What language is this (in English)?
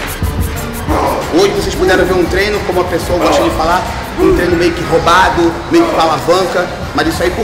Portuguese